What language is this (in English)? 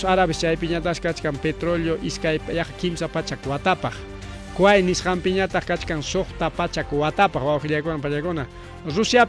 Ayacucho Quechua